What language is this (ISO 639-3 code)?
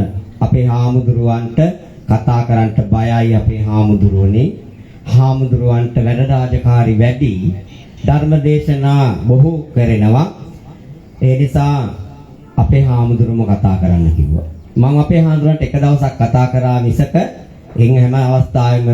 sin